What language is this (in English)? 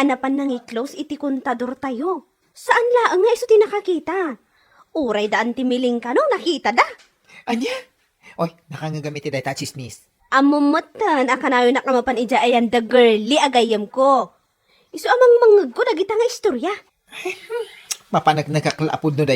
Iloko